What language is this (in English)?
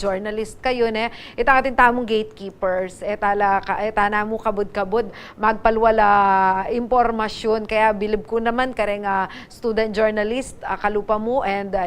Pampanga